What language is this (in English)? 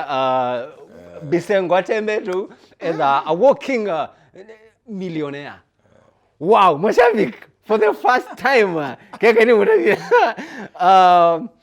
Kamba